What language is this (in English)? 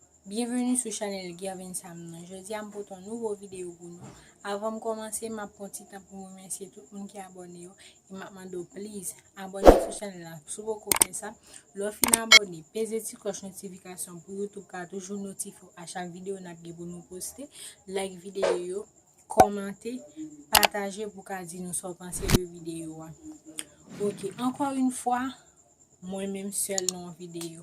Haitian Creole